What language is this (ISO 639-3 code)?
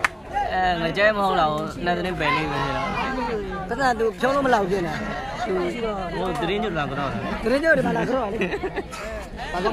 mya